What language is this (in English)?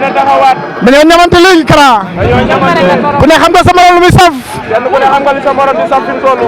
Wolof